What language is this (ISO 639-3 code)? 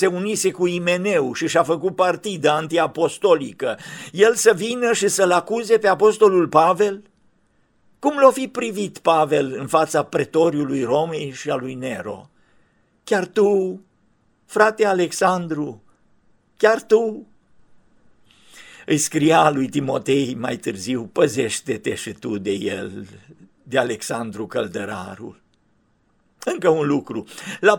ron